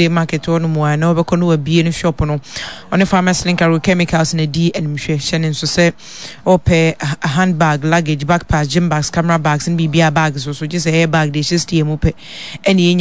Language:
Akan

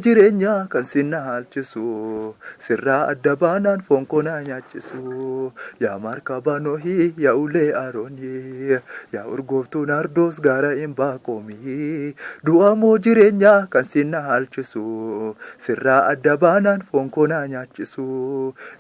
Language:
Oromo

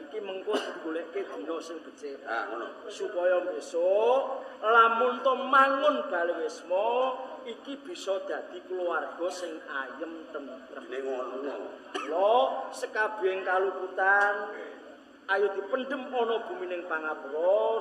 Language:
Javanese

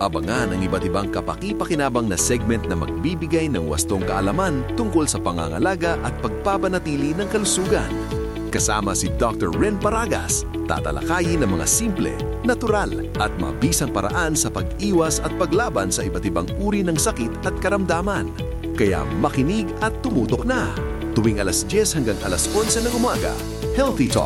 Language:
Filipino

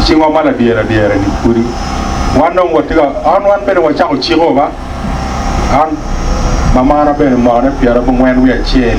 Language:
Acoli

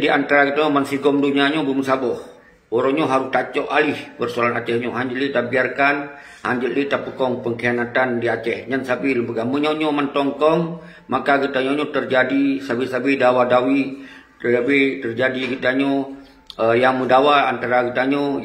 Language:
Achinese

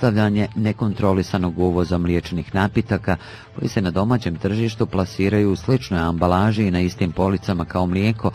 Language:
Bosnian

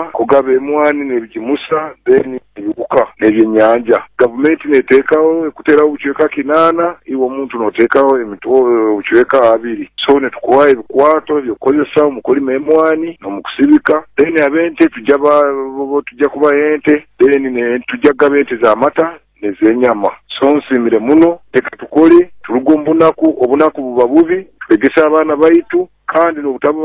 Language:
Nyoro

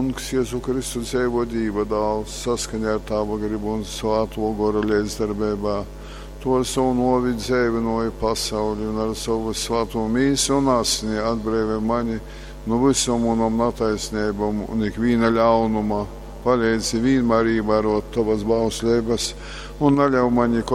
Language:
Latgalian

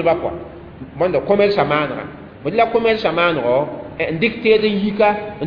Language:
Mossi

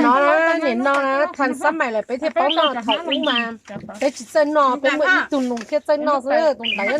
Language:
Hmong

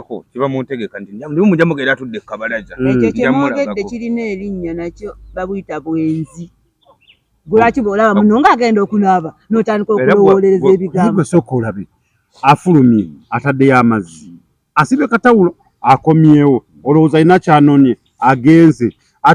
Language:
Ganda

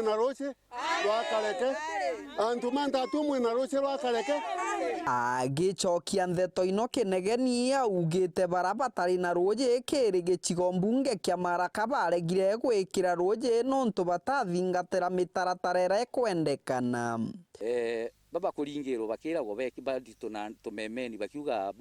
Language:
Meru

